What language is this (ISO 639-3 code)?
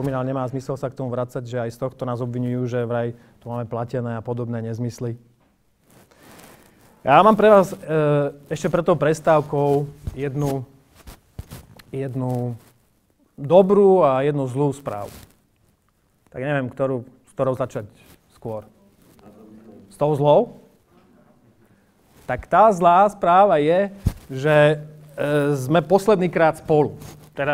slk